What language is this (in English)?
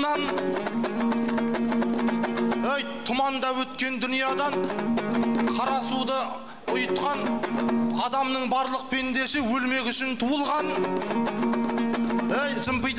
Kazakh